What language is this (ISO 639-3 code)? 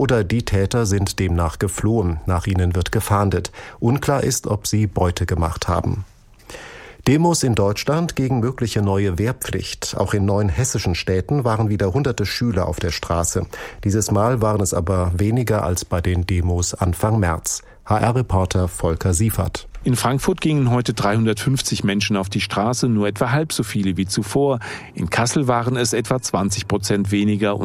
deu